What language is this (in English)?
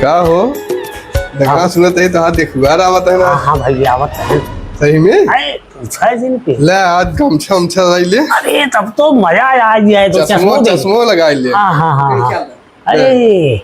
Awadhi